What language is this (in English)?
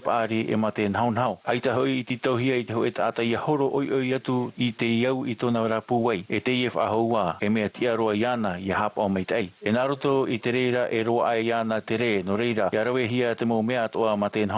Tahitian